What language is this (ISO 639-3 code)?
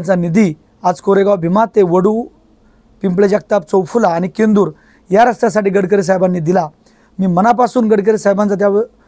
mar